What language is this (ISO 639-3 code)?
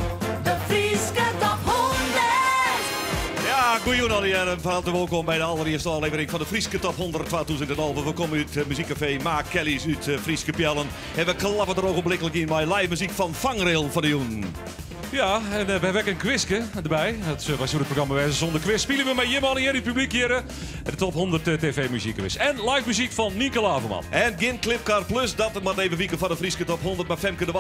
fry